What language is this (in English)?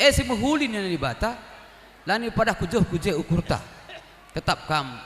Batak Karo